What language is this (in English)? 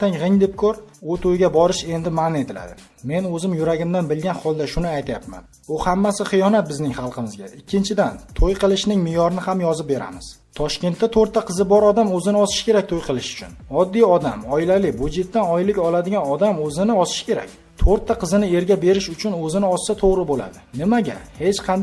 Uzbek